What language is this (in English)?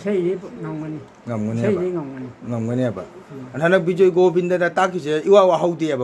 Manipuri